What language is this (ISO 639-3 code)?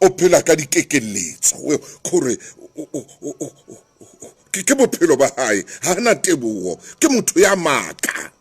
sot